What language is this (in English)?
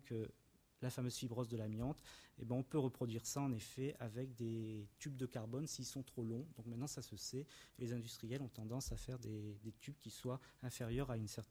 French